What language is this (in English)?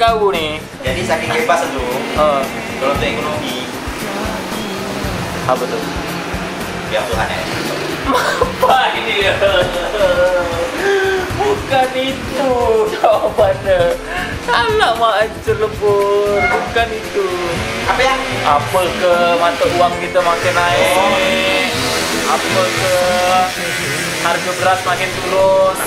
Indonesian